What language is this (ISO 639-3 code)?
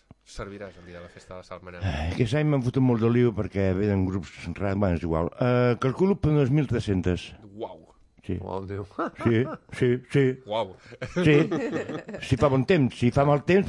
cat